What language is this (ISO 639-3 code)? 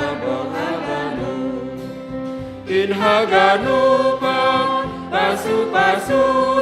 bts